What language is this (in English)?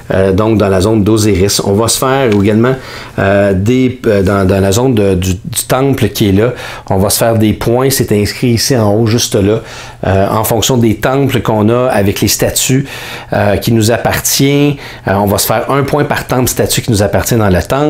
French